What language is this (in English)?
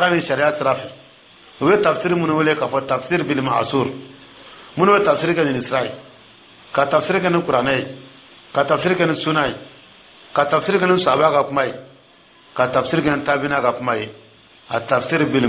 Dyula